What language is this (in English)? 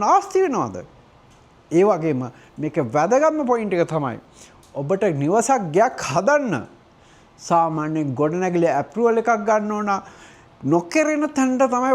Sinhala